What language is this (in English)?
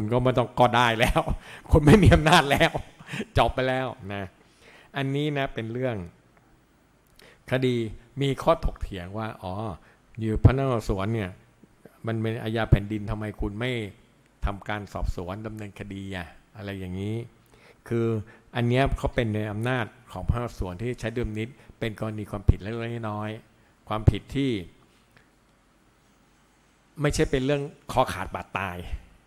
Thai